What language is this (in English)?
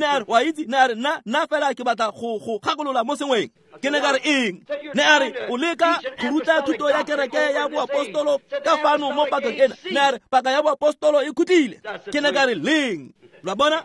Tswana